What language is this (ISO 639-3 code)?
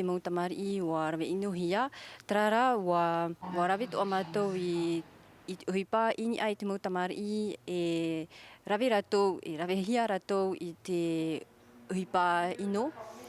tah